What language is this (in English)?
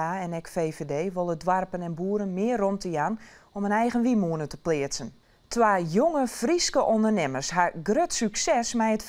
Western Frisian